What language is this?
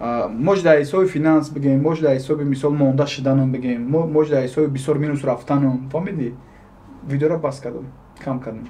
Tajik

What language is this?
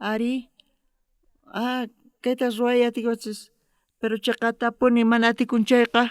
South Bolivian Quechua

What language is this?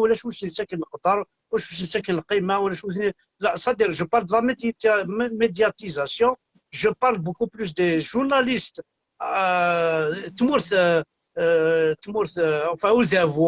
Kabyle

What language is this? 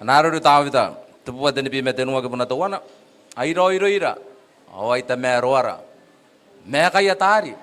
Gilbertese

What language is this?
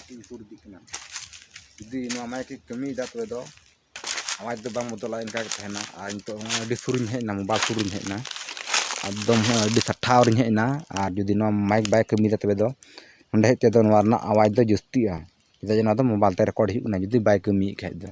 Santali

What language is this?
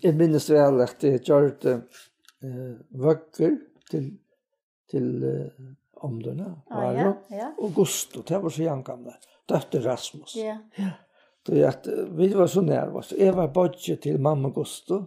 Faroese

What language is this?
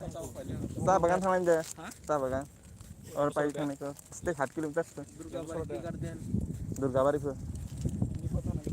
Kok Borok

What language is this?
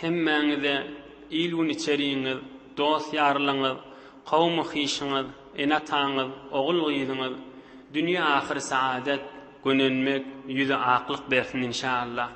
Turkmen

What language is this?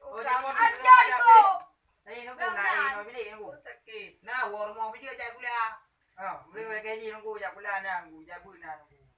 Achinese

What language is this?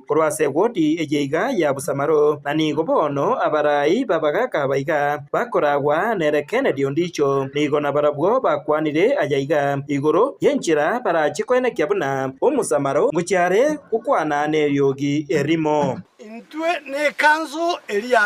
Gusii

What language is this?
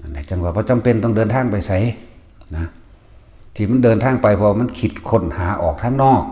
Northeastern Thai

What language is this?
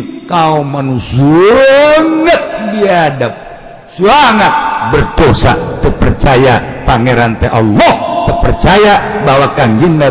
Sundanese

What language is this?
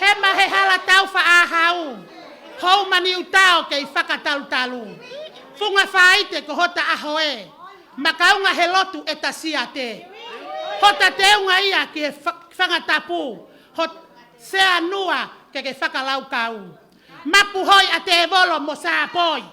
Tongan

